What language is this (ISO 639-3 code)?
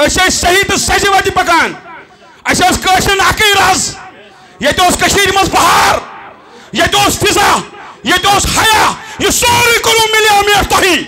kas